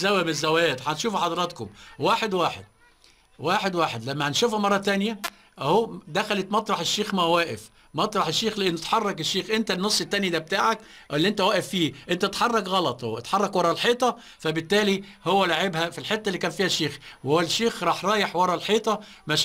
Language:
Egyptian Arabic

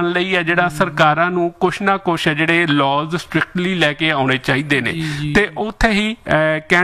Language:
Punjabi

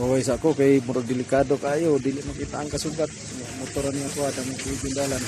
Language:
Cebuano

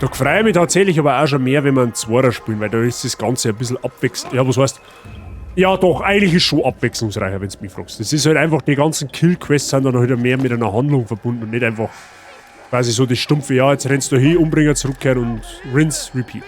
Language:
Bavarian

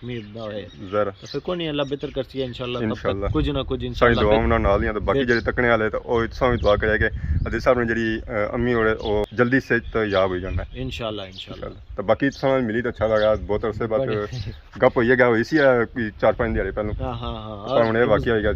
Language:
Pahari-Potwari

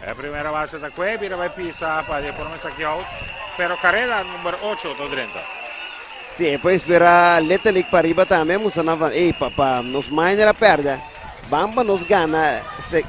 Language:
Papiamento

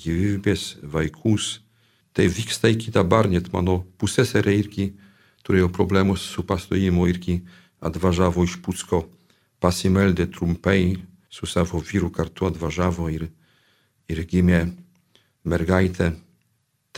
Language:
Lithuanian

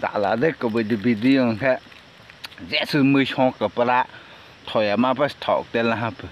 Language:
Kok Borok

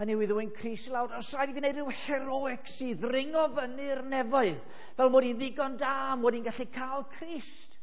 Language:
Welsh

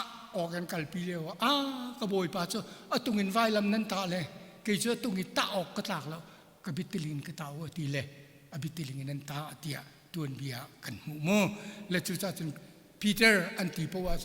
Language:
Hakha Chin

